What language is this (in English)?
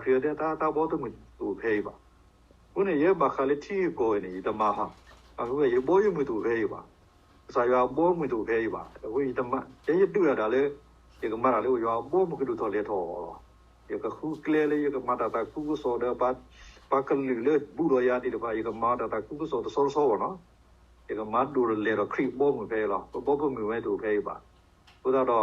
S'gaw Karen